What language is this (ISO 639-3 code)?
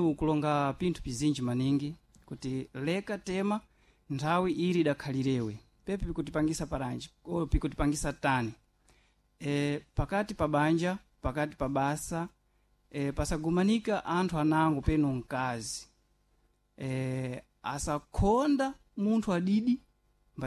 seh